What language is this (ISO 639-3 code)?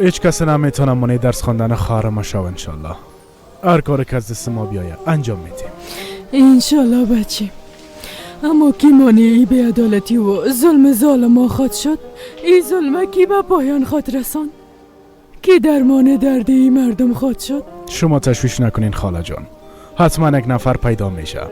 fas